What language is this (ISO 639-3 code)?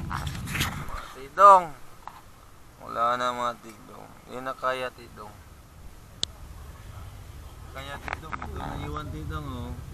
fil